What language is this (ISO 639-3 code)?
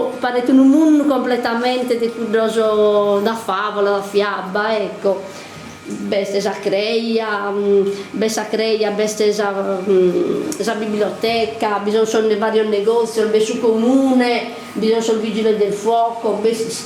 srd